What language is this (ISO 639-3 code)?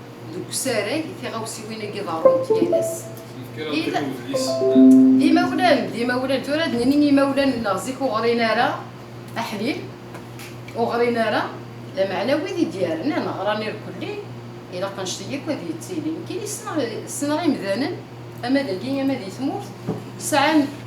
kab